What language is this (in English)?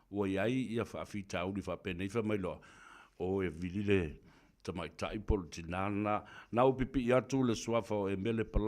Samoan